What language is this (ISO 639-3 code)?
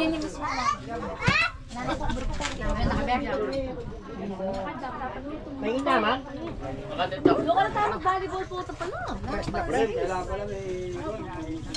fil